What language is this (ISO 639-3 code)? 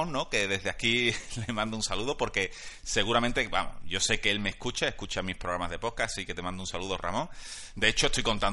spa